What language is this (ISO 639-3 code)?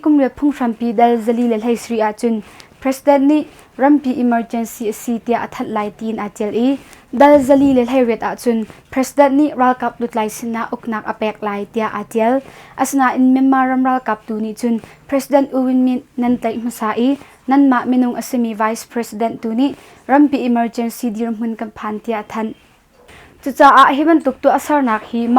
cnh